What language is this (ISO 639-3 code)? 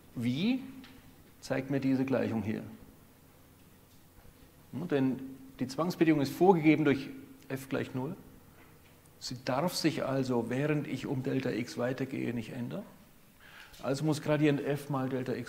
deu